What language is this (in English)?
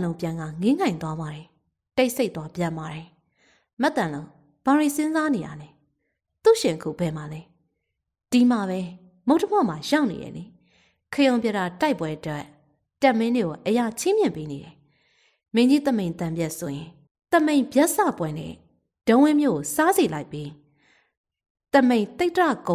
Burmese